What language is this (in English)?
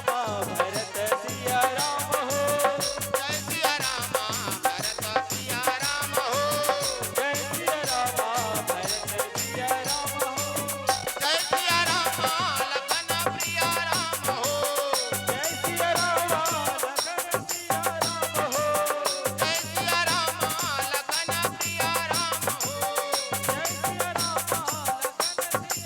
Chhattisgarhi